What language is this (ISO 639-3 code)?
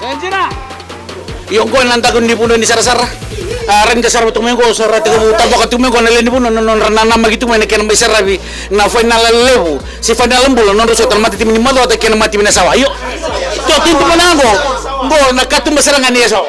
fij